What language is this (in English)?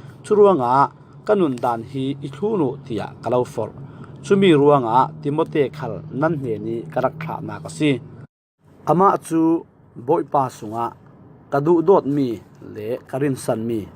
Falam Chin